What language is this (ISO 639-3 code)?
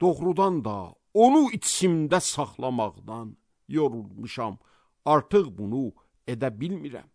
aze